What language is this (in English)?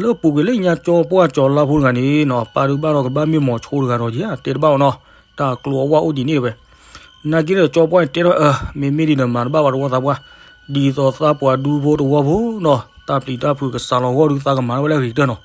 S'gaw Karen